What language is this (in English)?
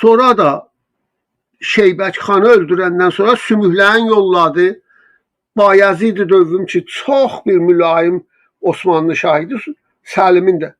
South Azerbaijani